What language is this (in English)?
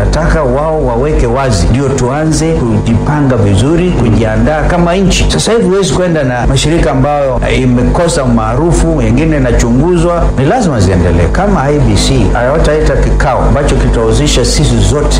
Swahili